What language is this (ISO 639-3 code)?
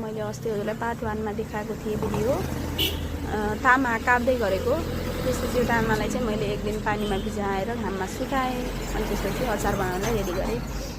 nep